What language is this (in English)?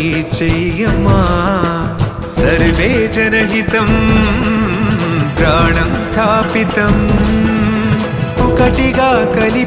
Telugu